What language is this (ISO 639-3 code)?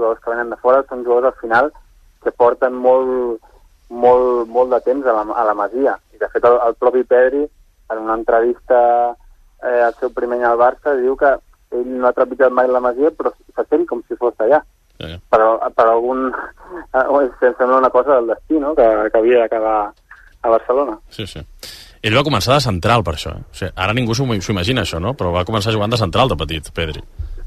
cat